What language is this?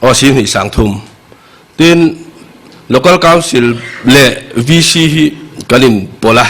Mizo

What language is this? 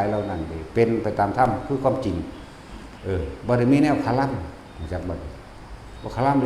Northeastern Thai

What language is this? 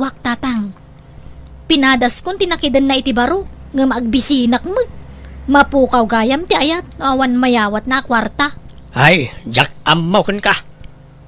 Iloko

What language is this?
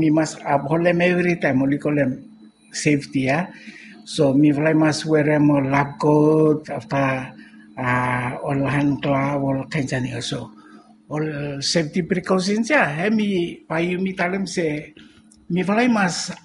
Bislama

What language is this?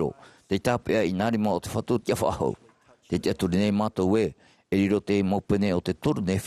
Tahitian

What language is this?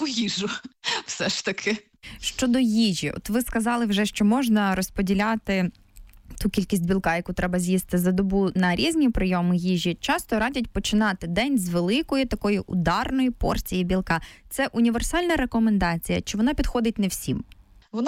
Ukrainian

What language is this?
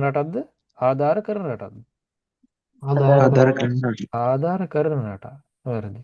Sinhala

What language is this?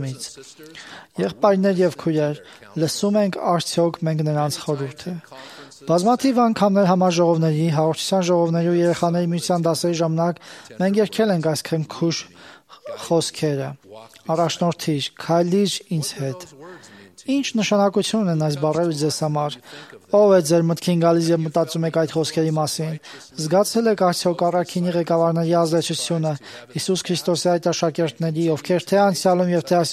Armenian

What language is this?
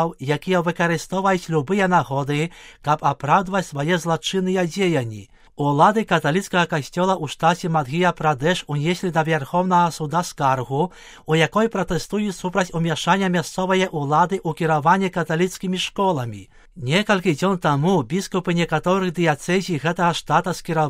Belarusian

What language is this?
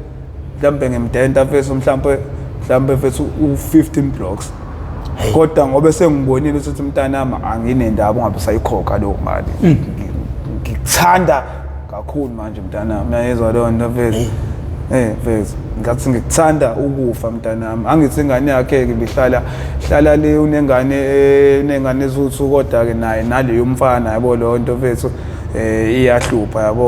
Zulu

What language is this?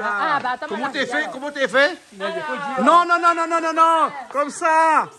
Réunion Creole French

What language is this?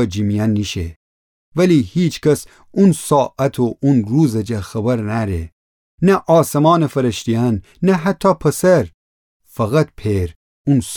Gilaki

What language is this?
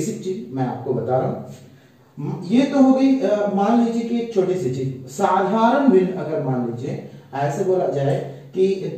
Hindi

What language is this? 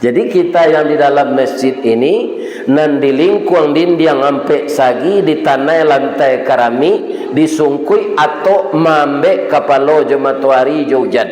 Minangkabau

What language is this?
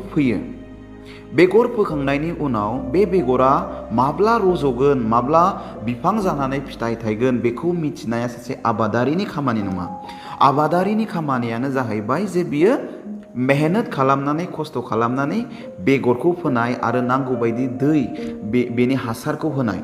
Bodo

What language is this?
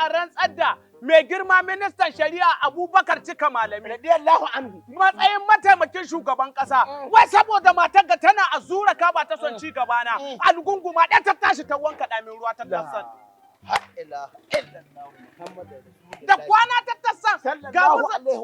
Hausa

